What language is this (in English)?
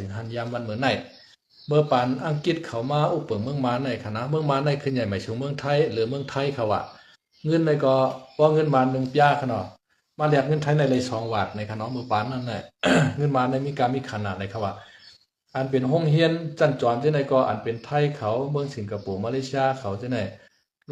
Shan